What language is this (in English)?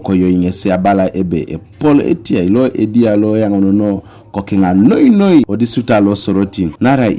Teso